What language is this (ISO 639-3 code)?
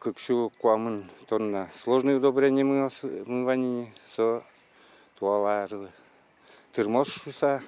udm